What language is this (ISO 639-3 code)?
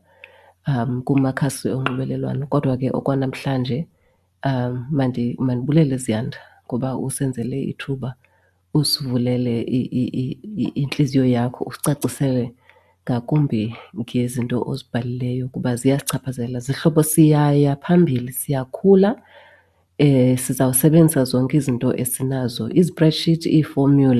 xho